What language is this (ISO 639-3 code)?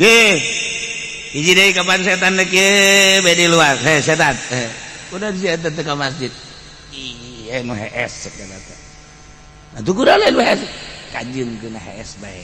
sun